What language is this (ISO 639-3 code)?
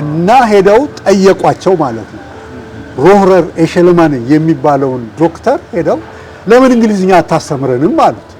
amh